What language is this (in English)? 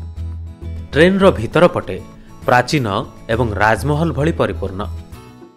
Odia